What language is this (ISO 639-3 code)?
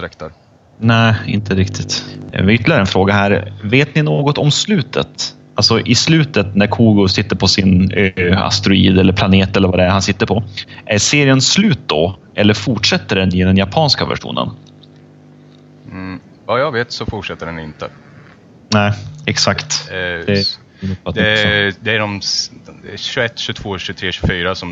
swe